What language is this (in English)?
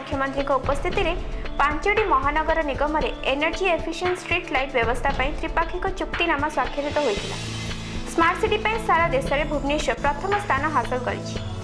Odia